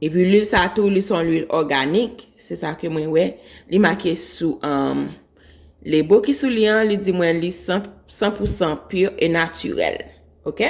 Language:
Haitian Creole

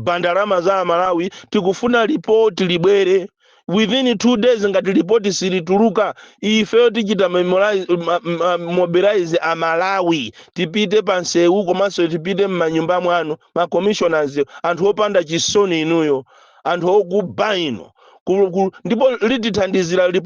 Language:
Nyanja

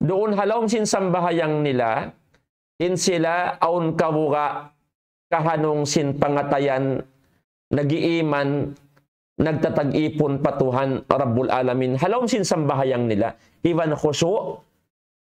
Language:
Tausug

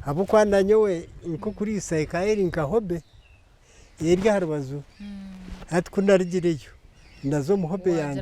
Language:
Nyankole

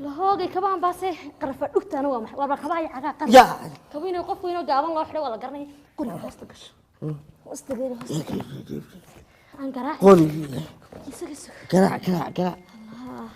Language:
Somali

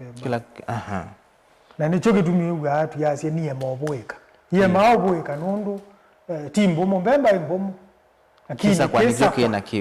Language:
Kamba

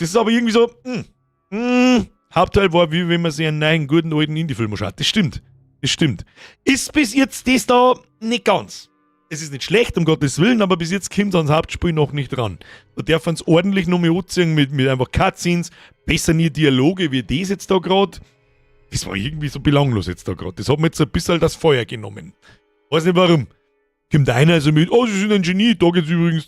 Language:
Bavarian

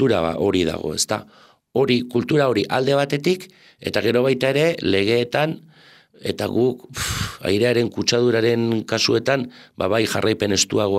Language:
Basque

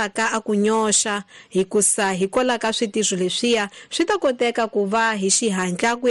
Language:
Tsonga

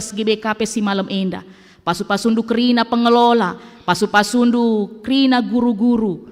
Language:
Batak Karo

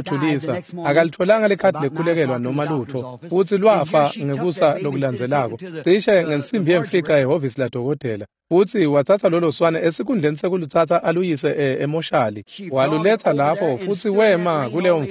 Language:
Swati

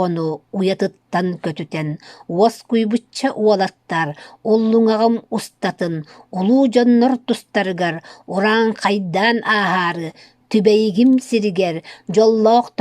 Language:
Yakut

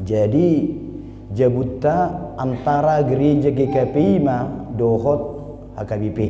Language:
Batak Toba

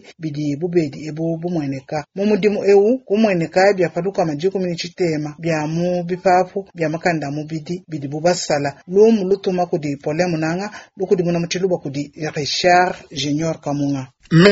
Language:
Luba-Lulua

